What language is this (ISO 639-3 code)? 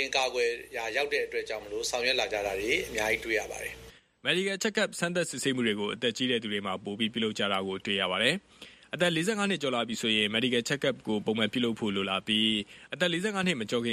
mya